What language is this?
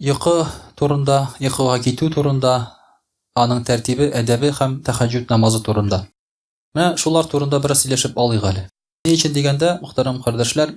Tatar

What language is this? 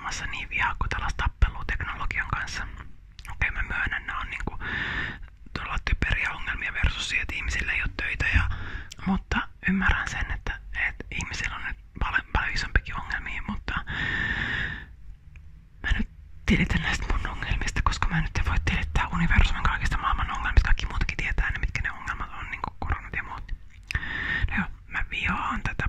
Finnish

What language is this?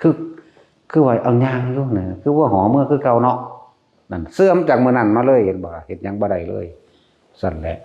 Northeastern Thai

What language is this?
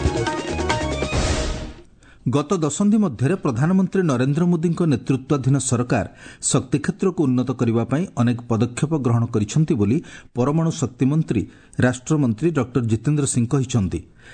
Odia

